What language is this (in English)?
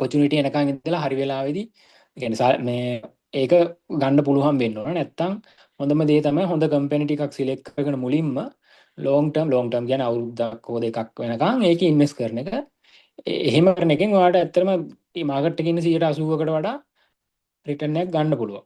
Sinhala